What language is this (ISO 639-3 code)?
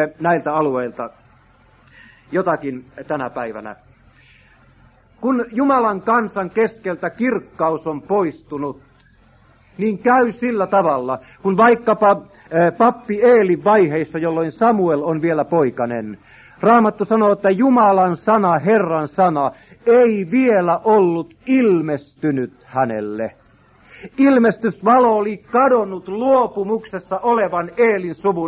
fin